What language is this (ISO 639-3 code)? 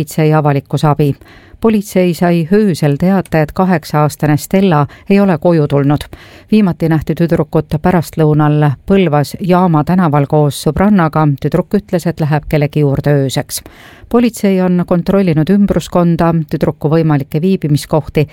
est